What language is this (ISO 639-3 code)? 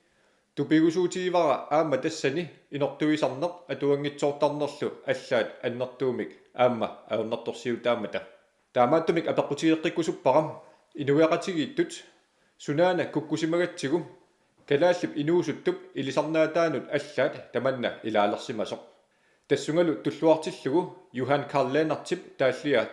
kal